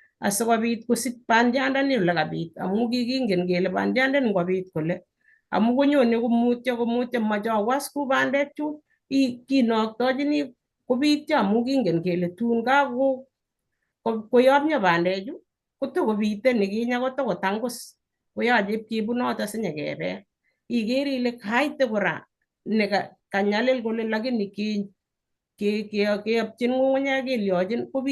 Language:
Kalenjin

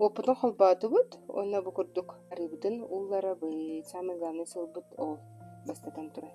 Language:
Yakut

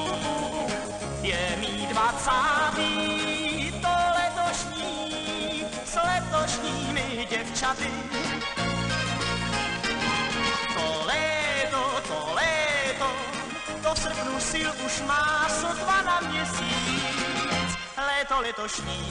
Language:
Czech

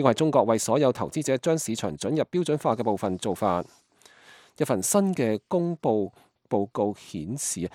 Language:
Cantonese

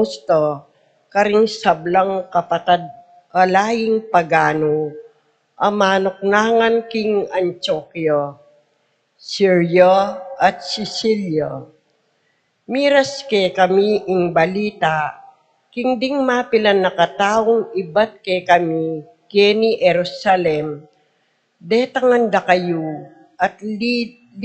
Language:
Pampanga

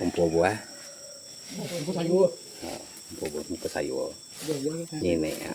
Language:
Iban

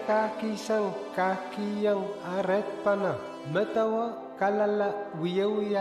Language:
Pohnpeian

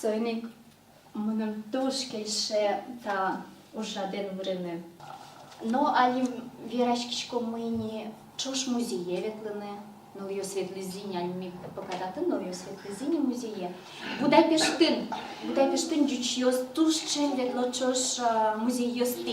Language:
Udmurt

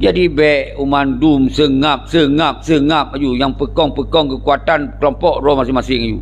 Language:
Achinese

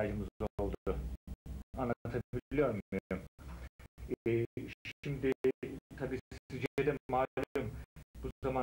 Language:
Turkish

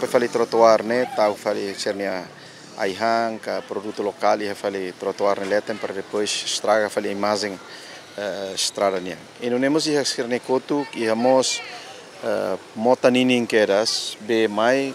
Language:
Tetum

